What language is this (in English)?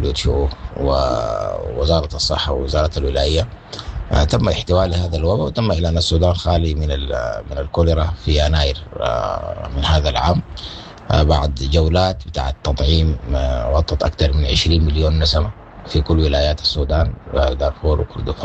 Sudanese Arabic